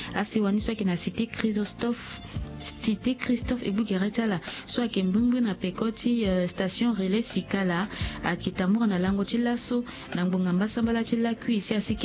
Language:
Sango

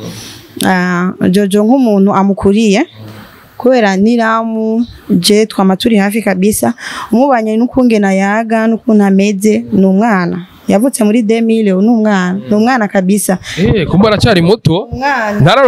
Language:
Rundi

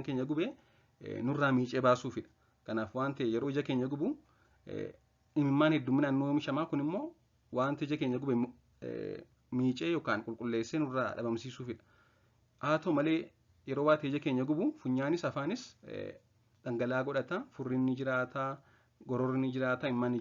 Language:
Oromo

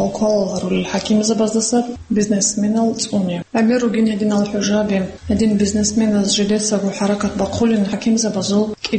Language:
Avaric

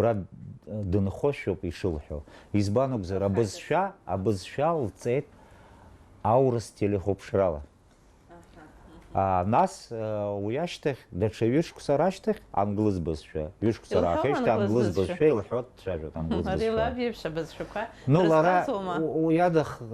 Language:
Abkhazian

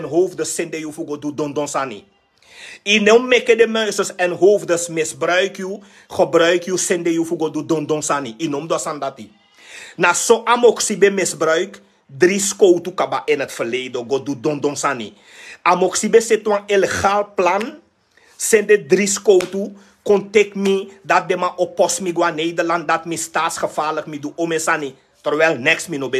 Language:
Sranan Tongo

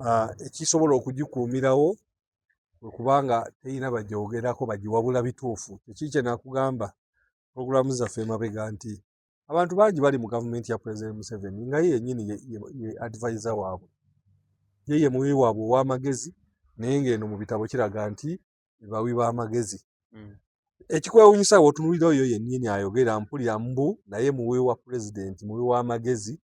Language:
Ganda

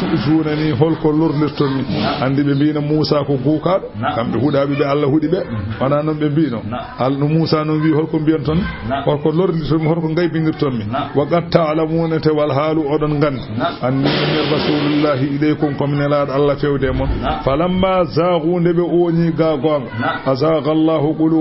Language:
Fula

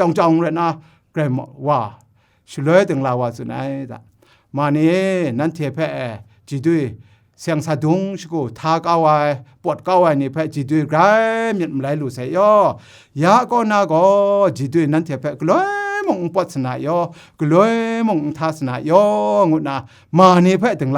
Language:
Kachin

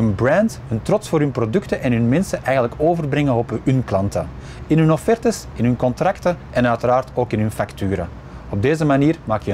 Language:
Dutch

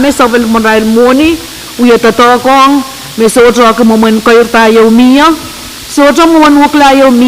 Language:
Pohnpeian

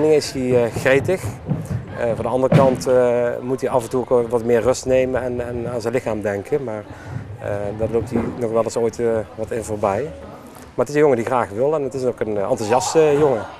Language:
Dutch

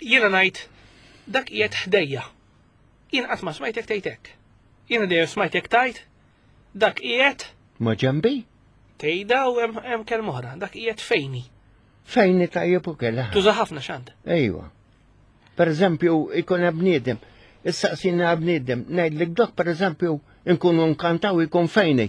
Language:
Maltese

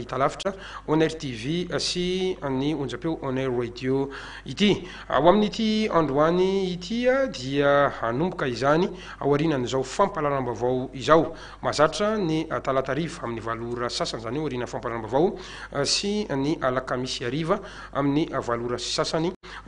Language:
Malagasy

